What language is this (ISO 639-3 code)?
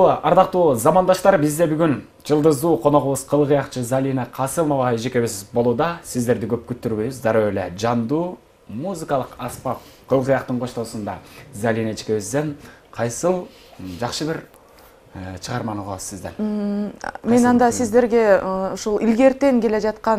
kir